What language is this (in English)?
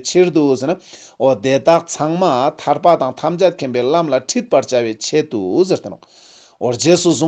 Ladakhi